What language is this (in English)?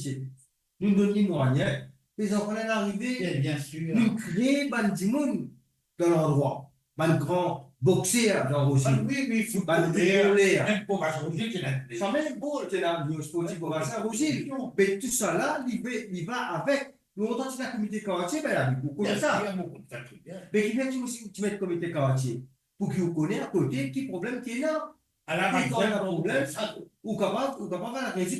Morisyen